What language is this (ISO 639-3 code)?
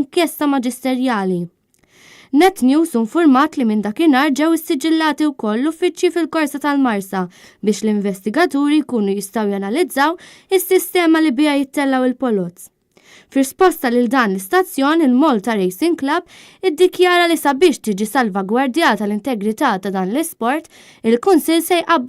mlt